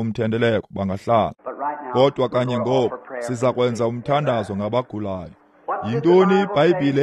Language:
Xhosa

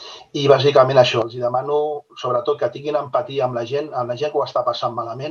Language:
Catalan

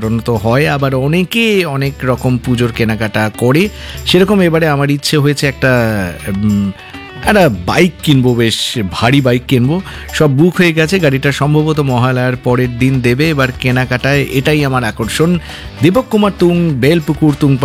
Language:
Bangla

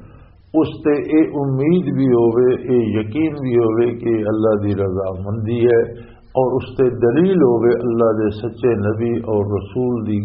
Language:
Western Panjabi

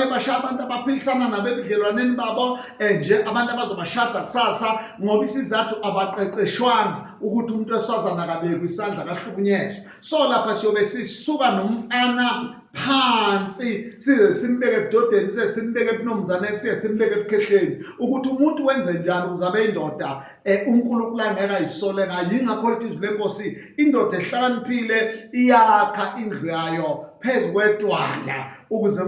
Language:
Zulu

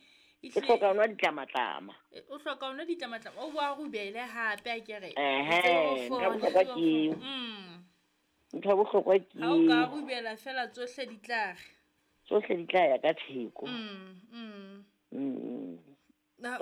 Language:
Southern Sotho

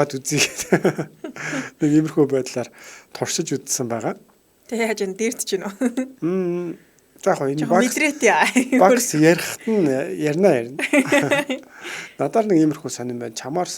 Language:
Mongolian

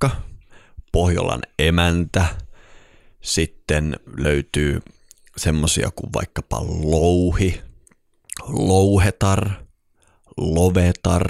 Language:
Finnish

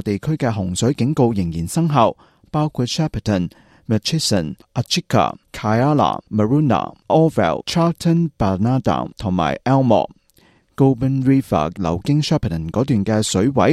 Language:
Cantonese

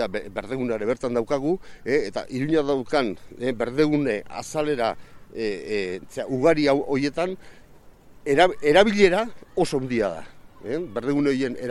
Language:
Basque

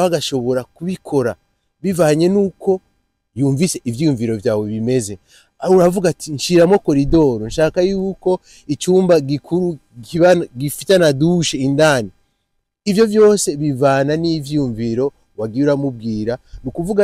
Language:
Rundi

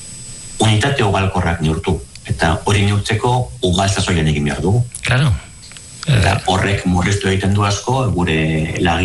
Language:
Basque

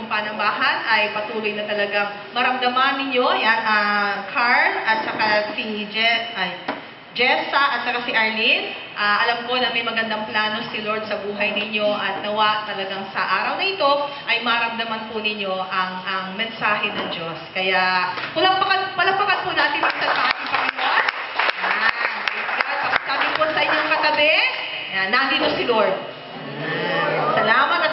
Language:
Filipino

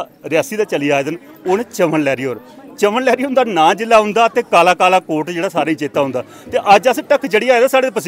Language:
Dogri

